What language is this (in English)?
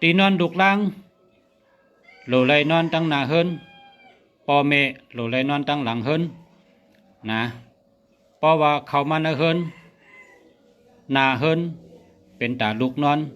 Shan